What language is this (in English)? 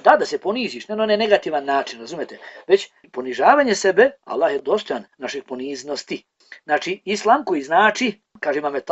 Bosnian